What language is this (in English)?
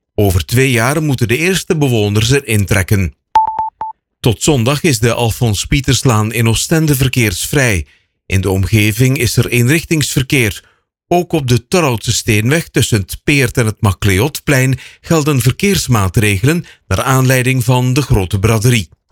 Dutch